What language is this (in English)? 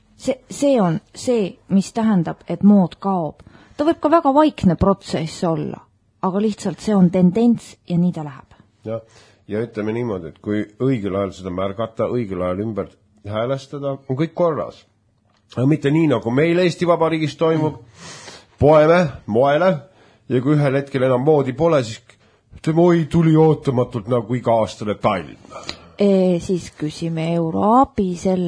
Estonian